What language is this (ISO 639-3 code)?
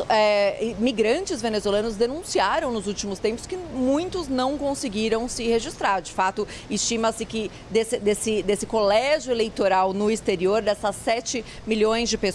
por